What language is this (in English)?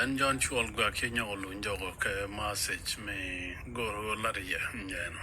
Nuer